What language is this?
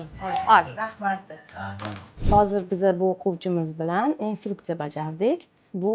Uzbek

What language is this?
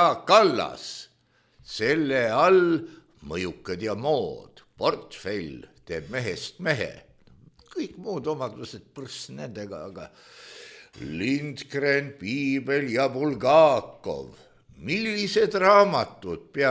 Estonian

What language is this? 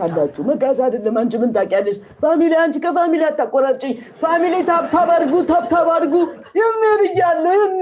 Amharic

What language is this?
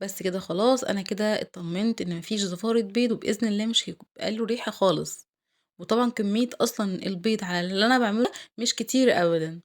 Egyptian Arabic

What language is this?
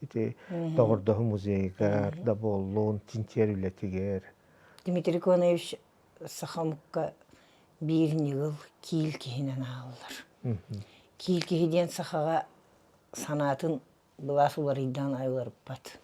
Yakut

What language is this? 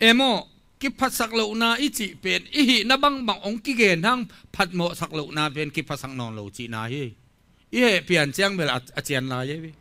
Tedim Chin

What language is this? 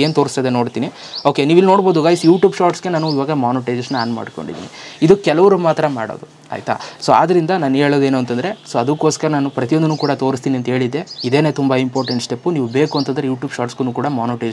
Kannada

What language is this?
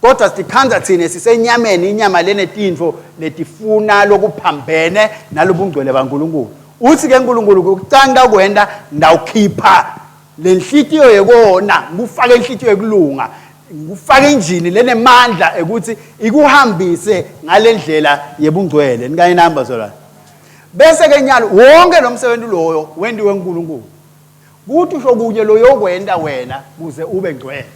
Swati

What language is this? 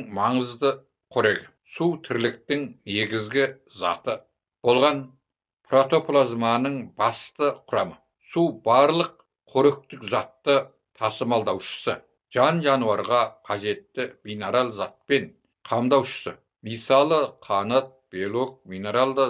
Kazakh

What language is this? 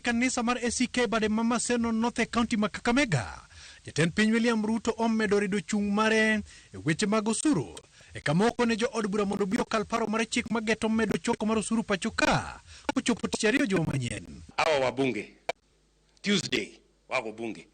Luo (Kenya and Tanzania)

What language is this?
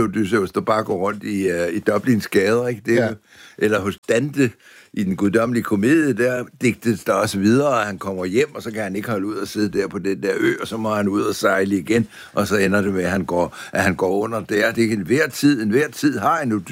Danish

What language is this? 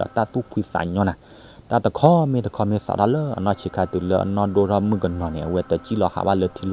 S'gaw Karen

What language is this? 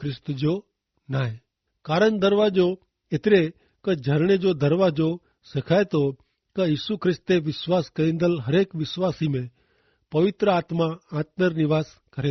Kachhi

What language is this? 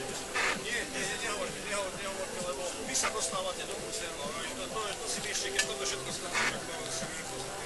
Slovak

